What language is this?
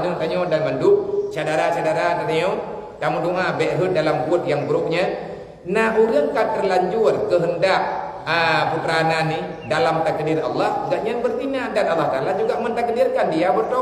Achinese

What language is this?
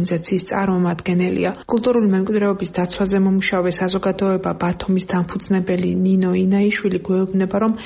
Georgian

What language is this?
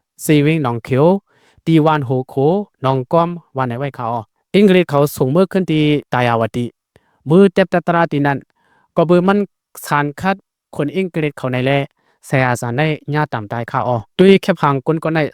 Shan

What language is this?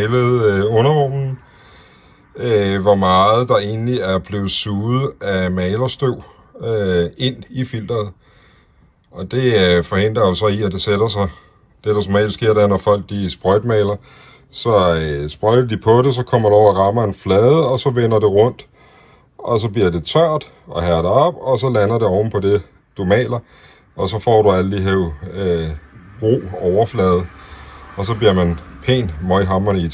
Danish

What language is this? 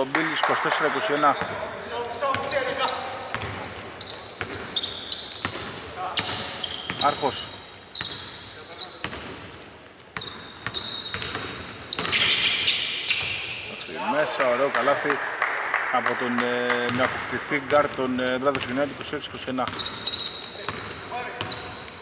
Greek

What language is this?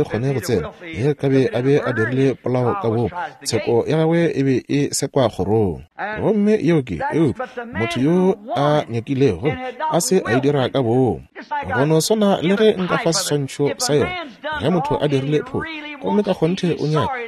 Northern Sotho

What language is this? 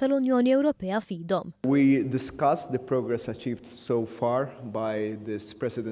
Maltese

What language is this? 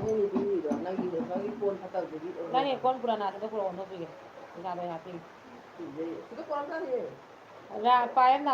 Manipuri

